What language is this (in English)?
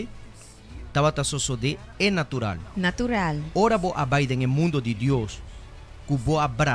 Papiamento